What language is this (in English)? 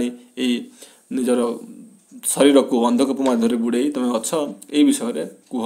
Odia